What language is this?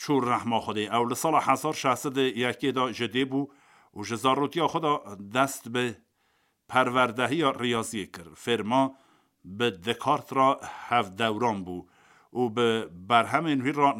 Kurdish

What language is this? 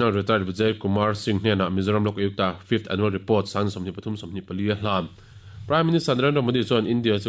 Mizo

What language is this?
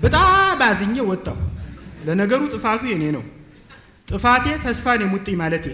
Amharic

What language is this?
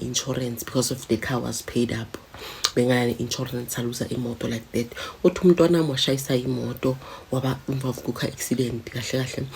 Zulu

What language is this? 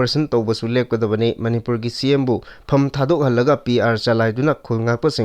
Manipuri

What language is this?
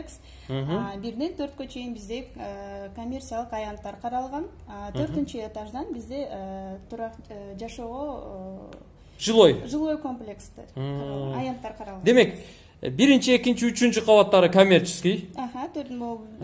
Kyrgyz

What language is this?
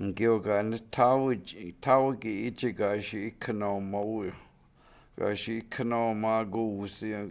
Chippewa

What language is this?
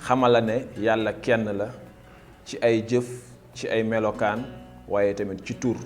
Wolof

